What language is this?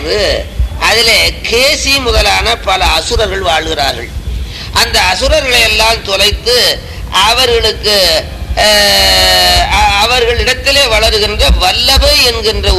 Tamil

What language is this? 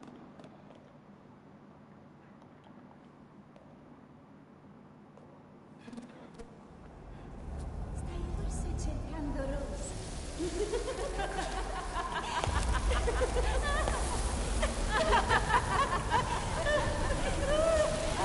Italian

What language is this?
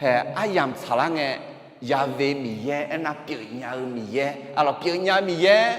Akha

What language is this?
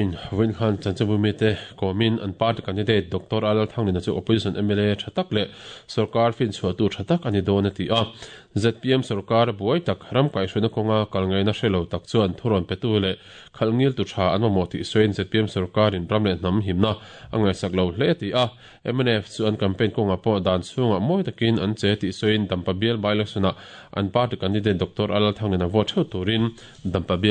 Mizo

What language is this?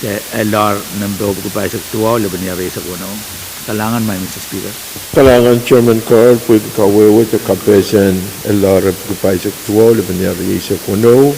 Pohnpeian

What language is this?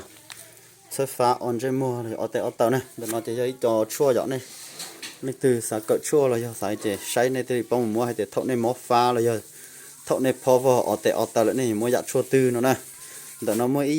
Hmong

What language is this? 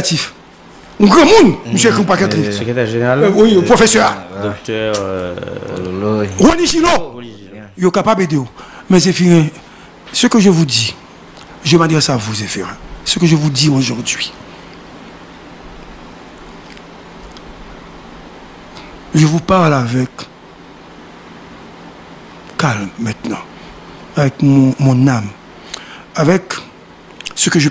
French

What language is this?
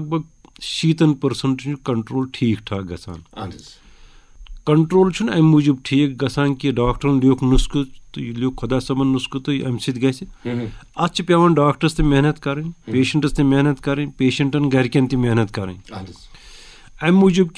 Kashmiri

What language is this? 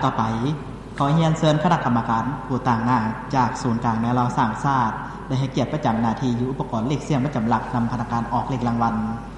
Lao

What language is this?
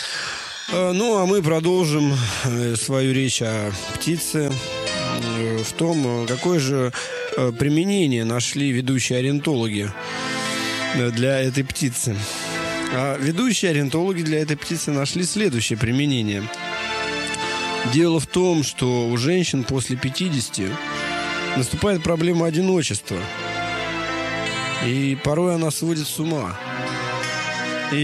Russian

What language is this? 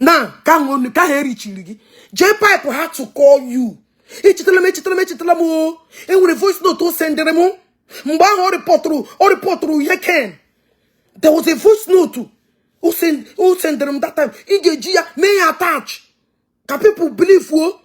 Igbo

